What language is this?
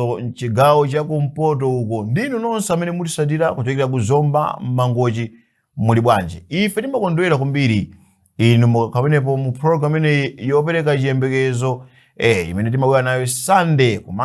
Nyanja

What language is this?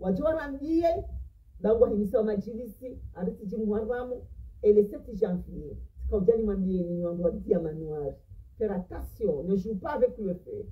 Ngazidja Comorian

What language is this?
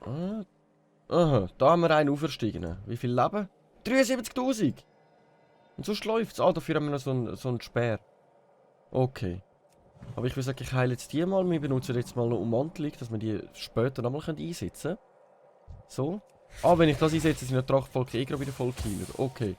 Swiss German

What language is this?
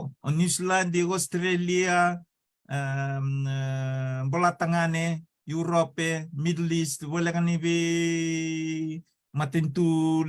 Fijian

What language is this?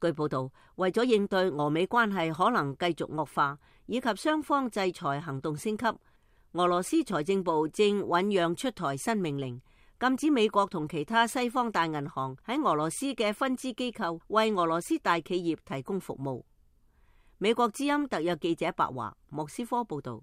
Cantonese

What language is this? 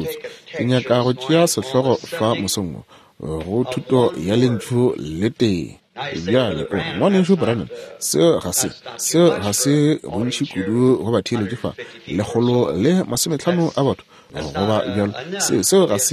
Northern Sotho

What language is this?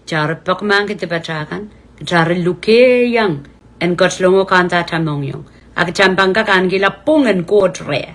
Pohnpeian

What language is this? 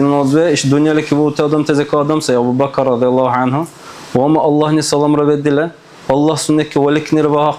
Dargwa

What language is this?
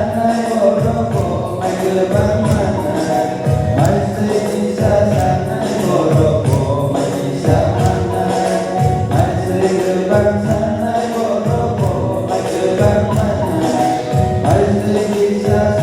Kok Borok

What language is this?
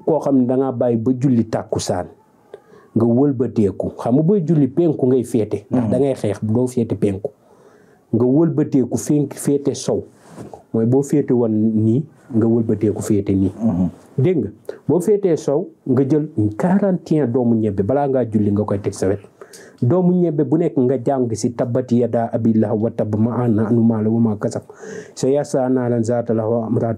Wolof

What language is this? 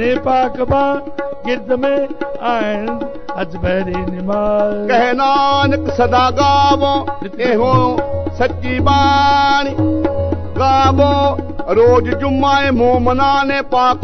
Punjabi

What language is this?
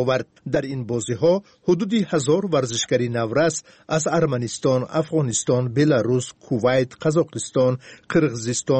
Tajik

